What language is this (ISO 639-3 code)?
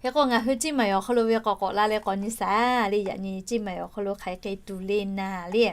lhu